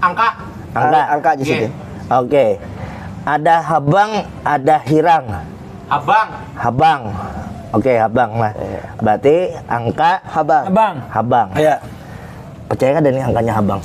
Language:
Banjar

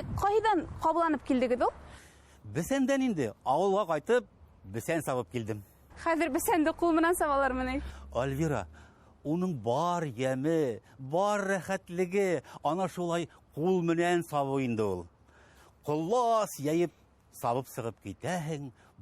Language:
Bashkir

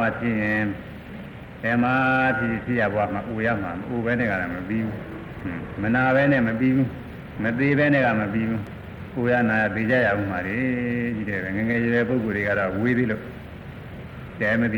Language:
Burmese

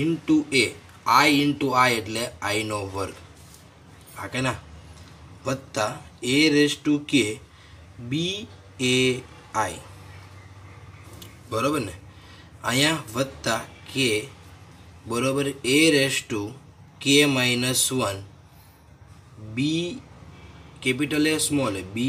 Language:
Gujarati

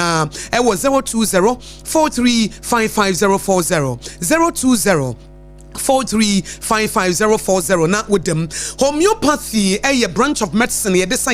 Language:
Akan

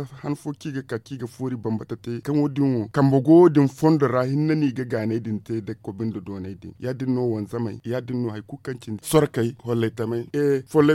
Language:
Zarma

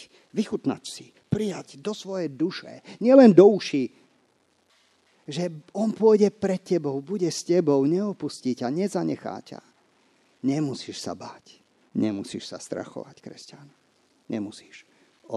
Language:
Slovak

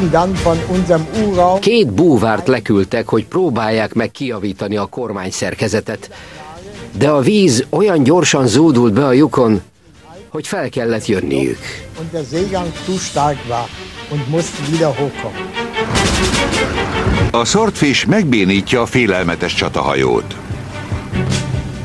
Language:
Hungarian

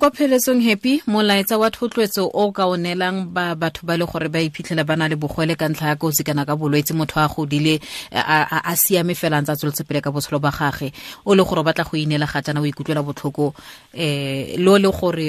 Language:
Tswana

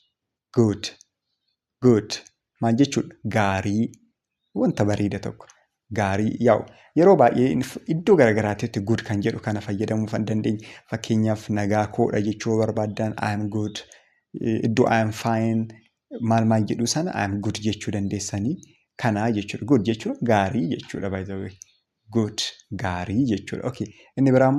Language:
Oromo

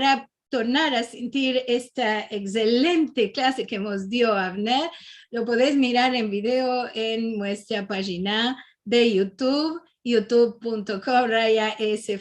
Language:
Ladino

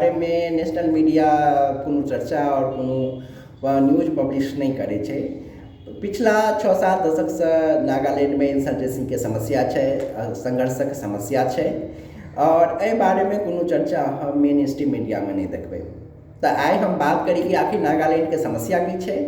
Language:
Maithili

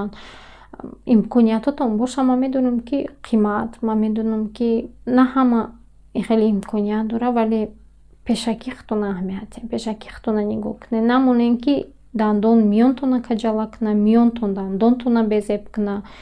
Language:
Tajik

